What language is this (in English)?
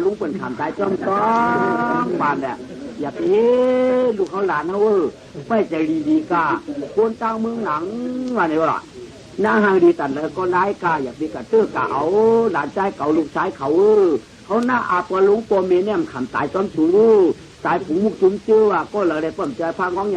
Shan